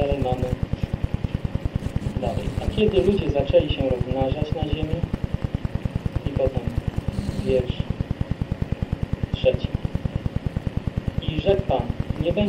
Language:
Polish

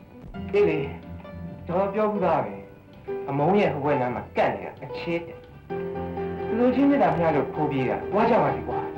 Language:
Burmese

